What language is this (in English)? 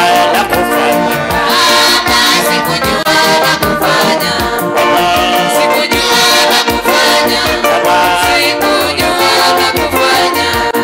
Swahili